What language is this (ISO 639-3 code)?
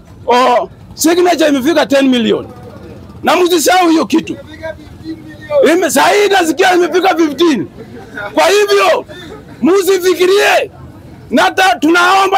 swa